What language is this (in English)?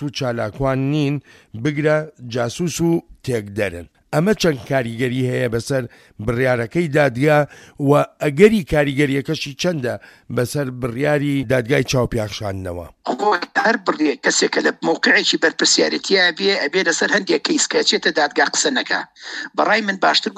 Central Kurdish